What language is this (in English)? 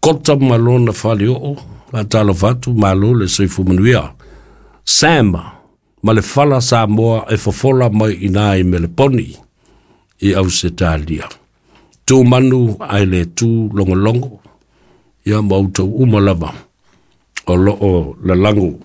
Samoan